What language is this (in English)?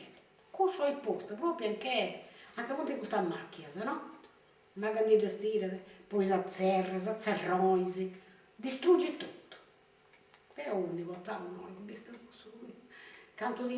Sardinian